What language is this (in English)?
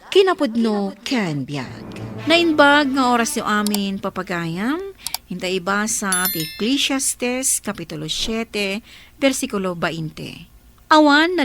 Iloko